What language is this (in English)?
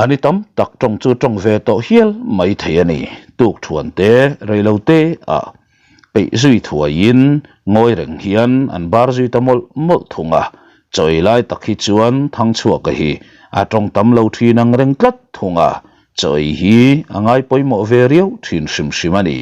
Mizo